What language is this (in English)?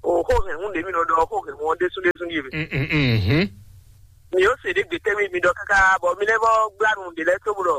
Fon